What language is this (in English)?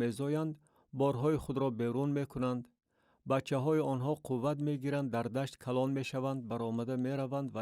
Tajik